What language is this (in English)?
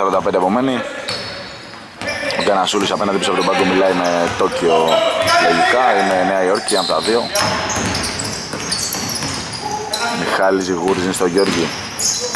Greek